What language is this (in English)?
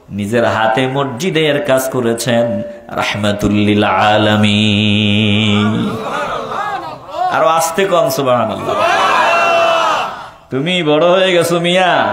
Bangla